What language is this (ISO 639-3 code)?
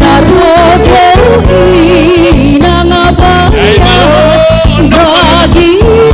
bts